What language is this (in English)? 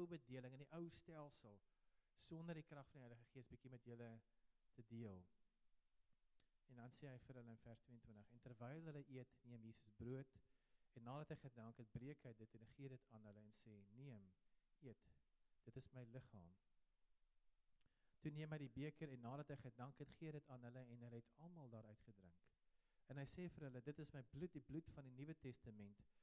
Afrikaans